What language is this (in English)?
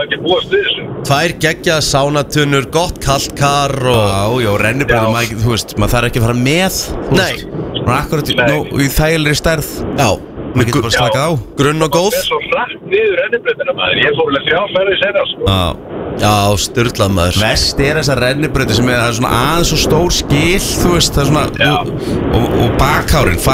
Icelandic